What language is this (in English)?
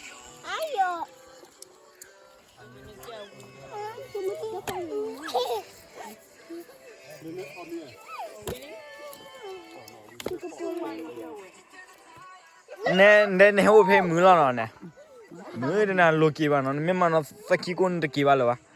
S'gaw Karen